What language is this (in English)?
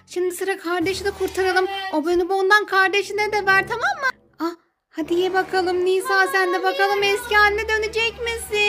Turkish